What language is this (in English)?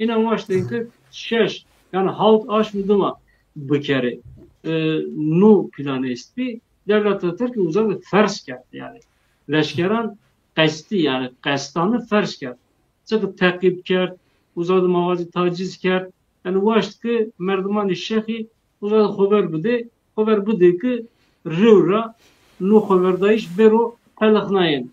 Zaza